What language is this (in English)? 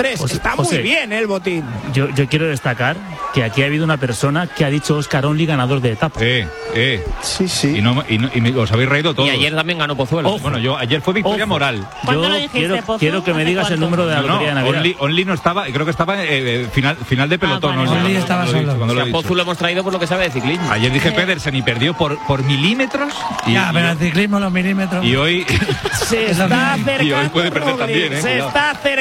Spanish